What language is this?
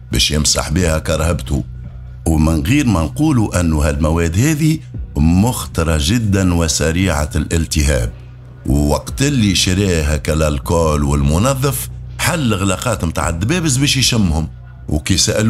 Tunisian Arabic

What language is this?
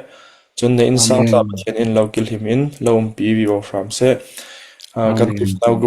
Falam Chin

